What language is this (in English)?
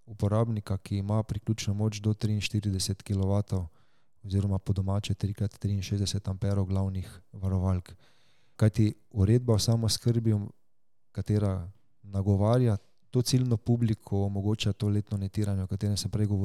Slovenian